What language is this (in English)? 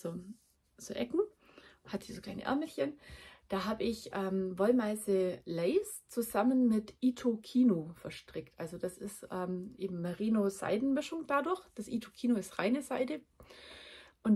German